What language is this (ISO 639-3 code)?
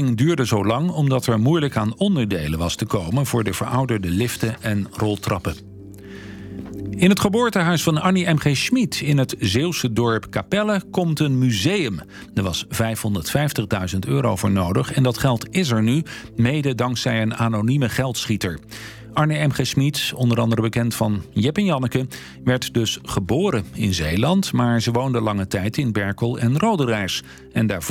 nld